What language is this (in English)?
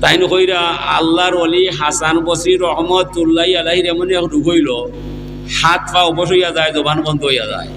Sylheti